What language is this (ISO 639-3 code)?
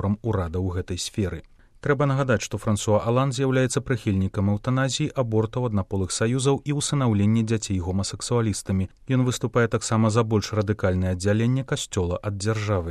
bel